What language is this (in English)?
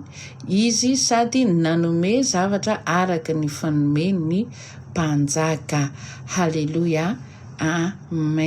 Malagasy